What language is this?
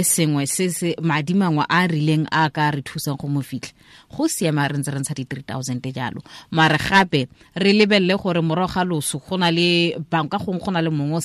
Tswana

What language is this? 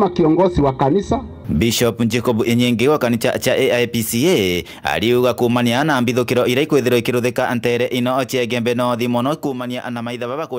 Meru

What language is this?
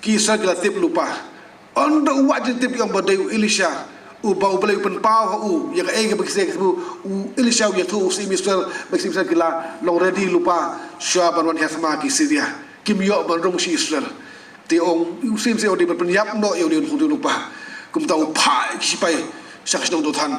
Khasi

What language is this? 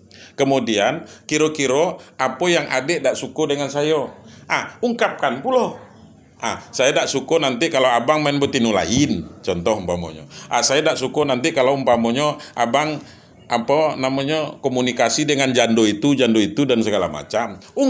Minangkabau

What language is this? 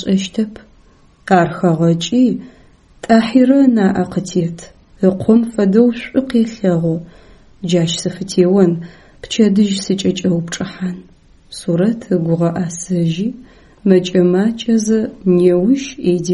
Adyghe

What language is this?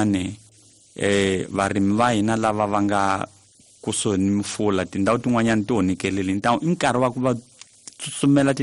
Tsonga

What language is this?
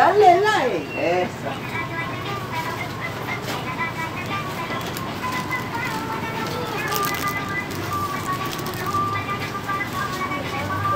Spanish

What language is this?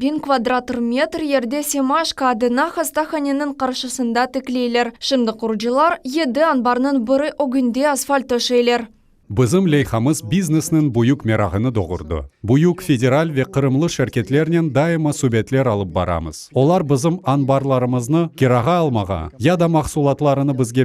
Crimean Tatar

